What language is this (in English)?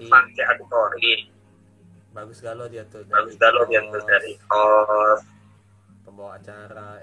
Musi